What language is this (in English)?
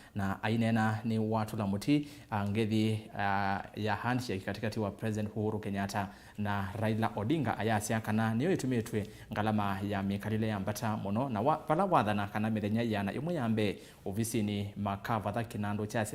Kamba